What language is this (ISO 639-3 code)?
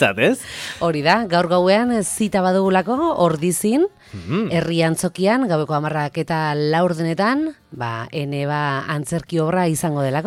eus